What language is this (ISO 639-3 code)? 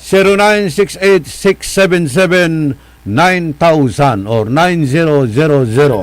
pag